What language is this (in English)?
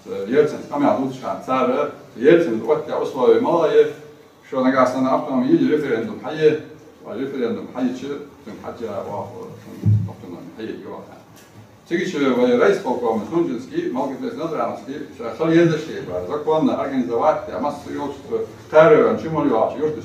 Ingush